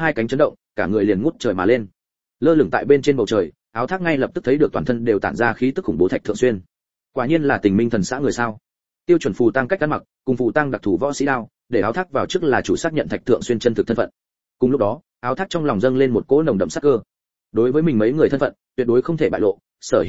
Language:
Vietnamese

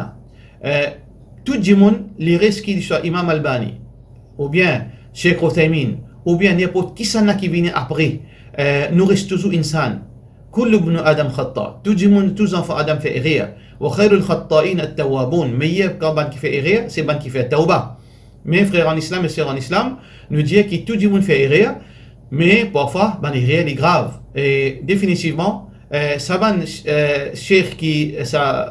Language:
Morisyen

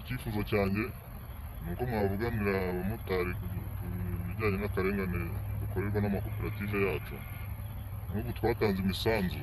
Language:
Kinyarwanda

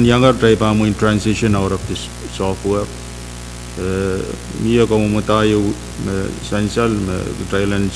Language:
Pohnpeian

